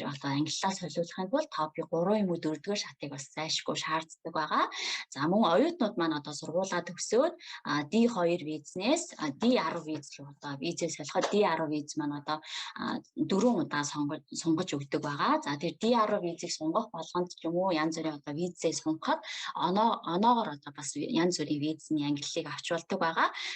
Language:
Mongolian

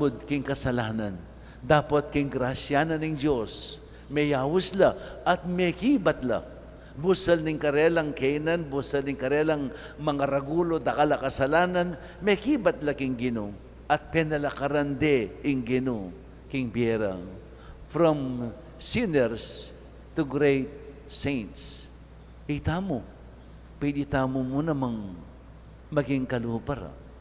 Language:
Pampanga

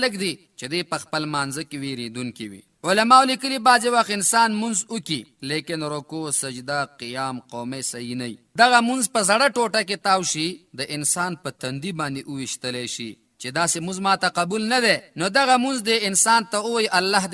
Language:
Pashto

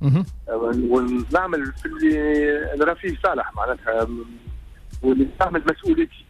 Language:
Tunisian Arabic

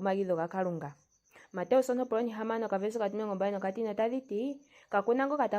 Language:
Ndonga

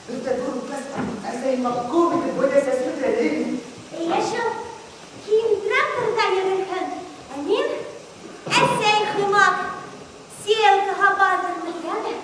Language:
Bashkir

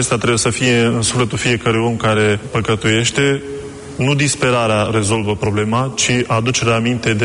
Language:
Romanian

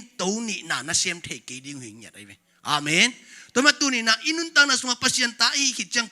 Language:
Tedim Chin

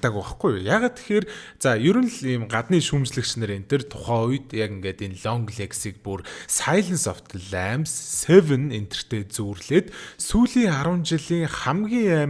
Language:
Mongolian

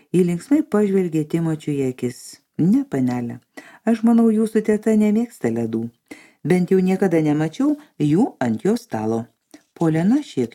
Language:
Lithuanian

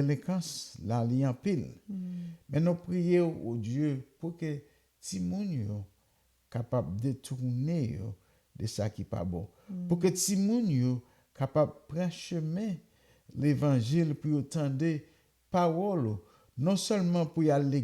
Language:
Haitian Creole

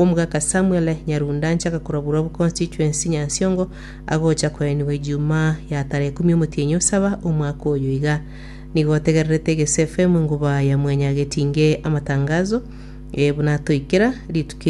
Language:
Gusii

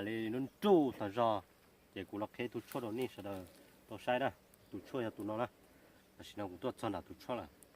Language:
Hmong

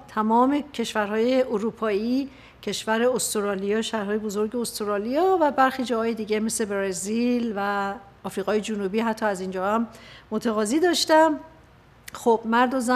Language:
Persian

